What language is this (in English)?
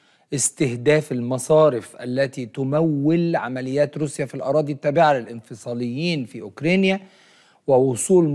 Arabic